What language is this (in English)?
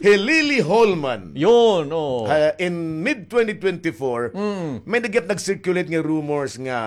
Waray